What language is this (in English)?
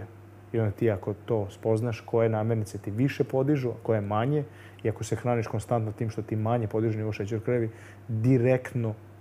Serbian